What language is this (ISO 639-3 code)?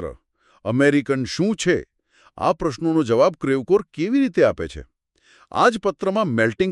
guj